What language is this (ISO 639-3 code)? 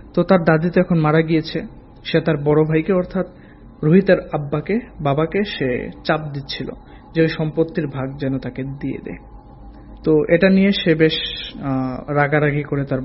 ben